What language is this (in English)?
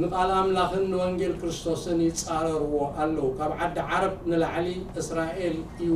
Tigrinya